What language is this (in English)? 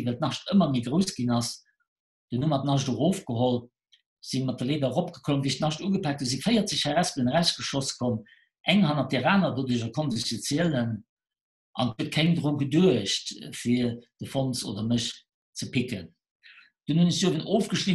Luxembourgish